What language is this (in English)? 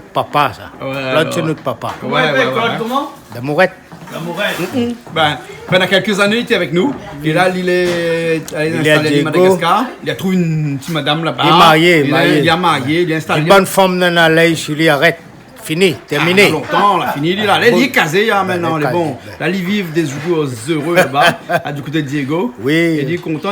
Réunion Creole French